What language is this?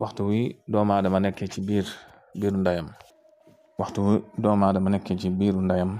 Wolof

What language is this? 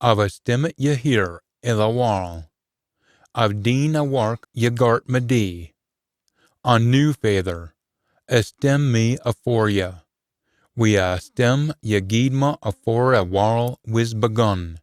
Scots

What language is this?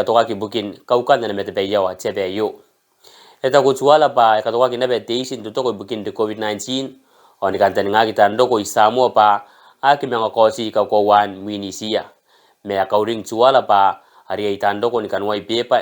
Gilbertese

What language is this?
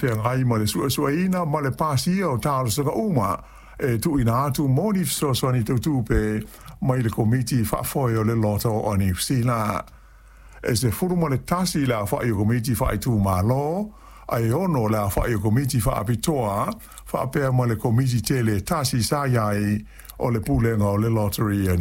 Samoan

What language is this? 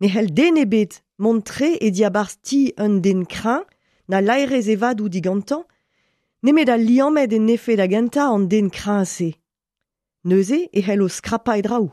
Breton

